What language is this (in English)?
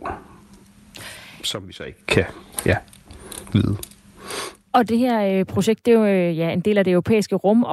Danish